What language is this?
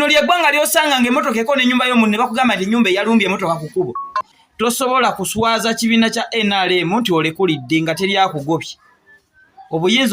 Ganda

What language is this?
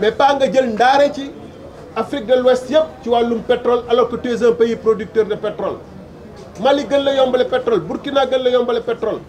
Wolof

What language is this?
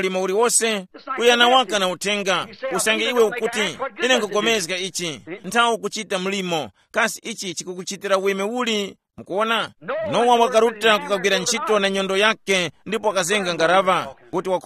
Tumbuka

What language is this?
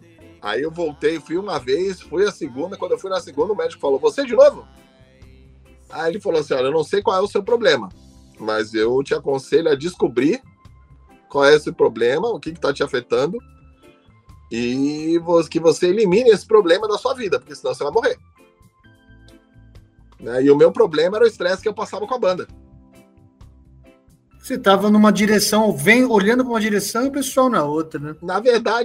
Portuguese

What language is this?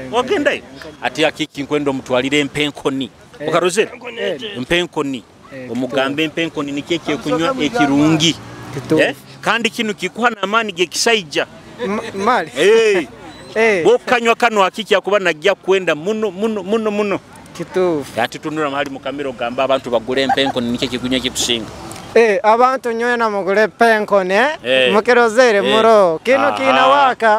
Nyoro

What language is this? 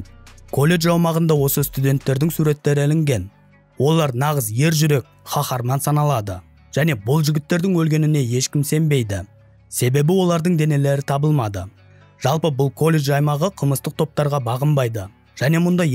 Kazakh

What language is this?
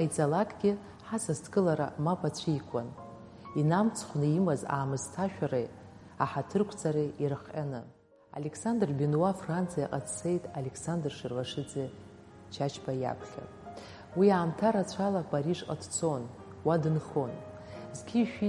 Abkhazian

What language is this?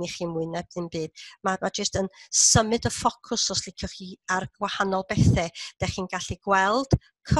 Welsh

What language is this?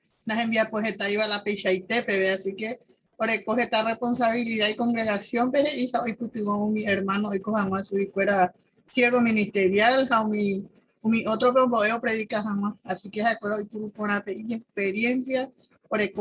Guarani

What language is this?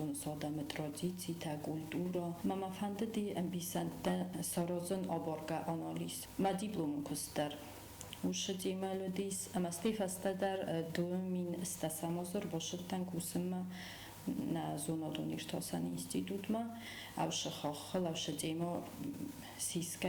Ossetic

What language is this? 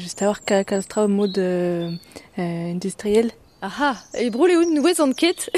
Breton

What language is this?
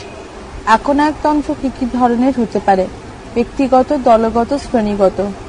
Bangla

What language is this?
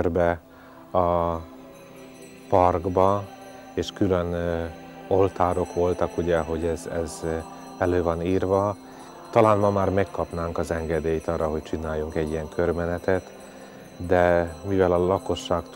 Hungarian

